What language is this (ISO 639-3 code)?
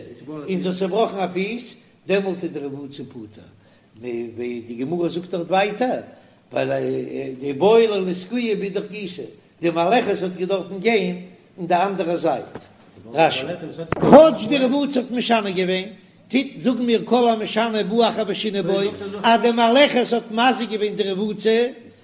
yid